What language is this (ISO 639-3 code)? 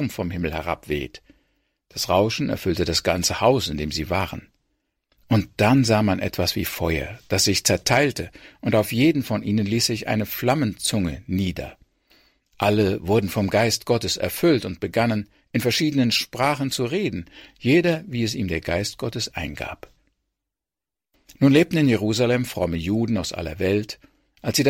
deu